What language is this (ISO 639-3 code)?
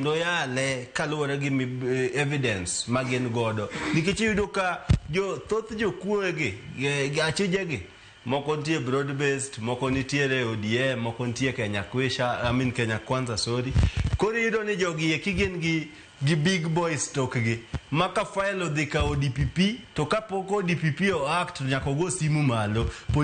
luo